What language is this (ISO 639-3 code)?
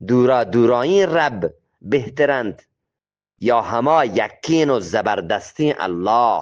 bgp